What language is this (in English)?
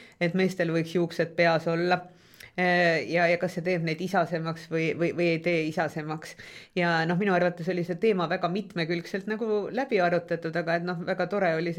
Estonian